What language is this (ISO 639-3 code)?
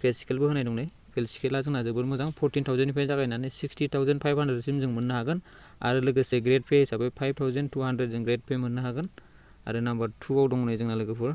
brx